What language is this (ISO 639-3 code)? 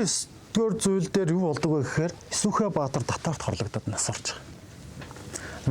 mon